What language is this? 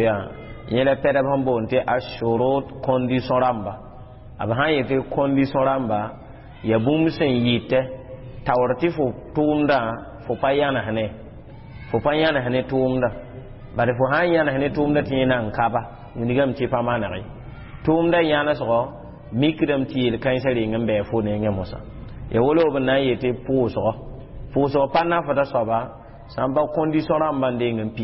Mossi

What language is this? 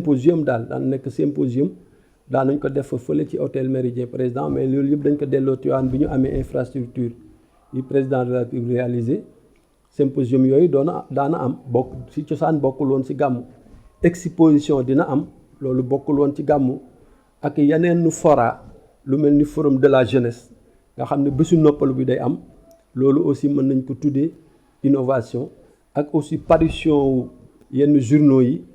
Wolof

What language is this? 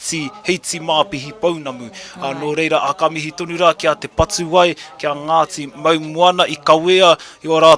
Māori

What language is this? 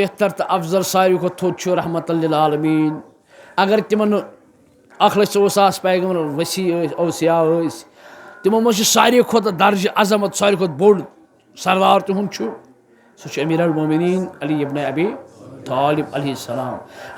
Kashmiri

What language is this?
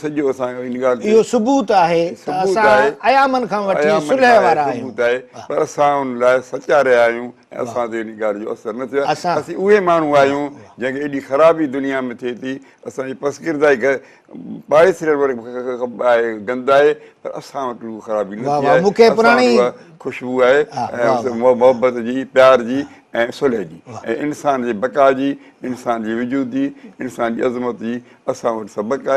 Sindhi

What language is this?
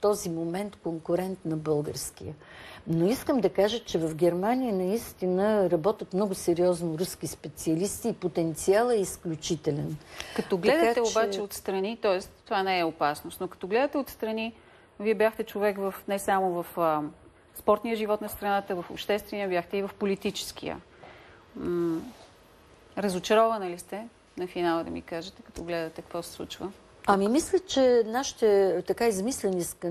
Bulgarian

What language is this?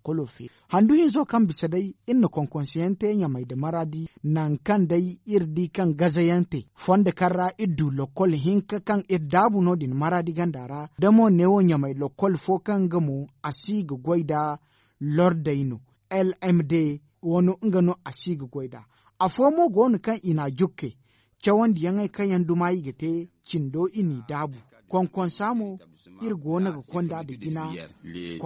Zarma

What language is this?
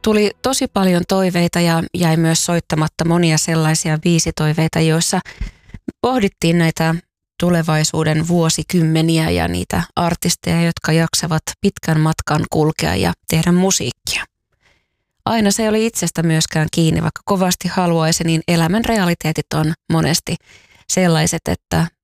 Finnish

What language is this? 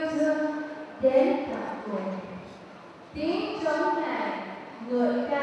Vietnamese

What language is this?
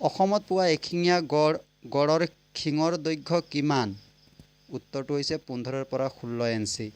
Assamese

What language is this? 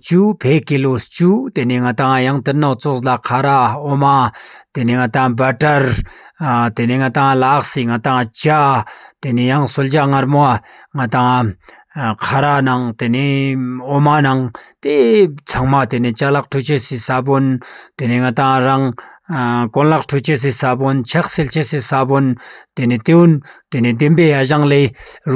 Ladakhi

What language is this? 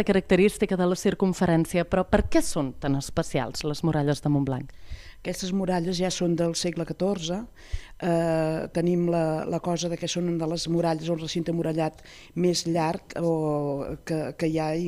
Catalan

